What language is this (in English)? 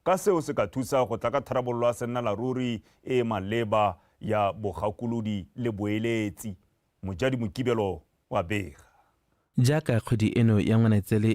Tswana